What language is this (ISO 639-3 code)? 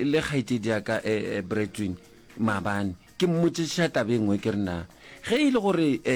nso